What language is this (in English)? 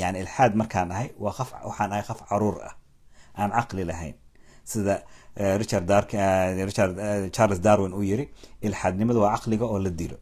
Somali